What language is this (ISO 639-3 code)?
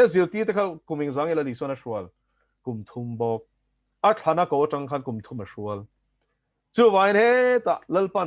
lus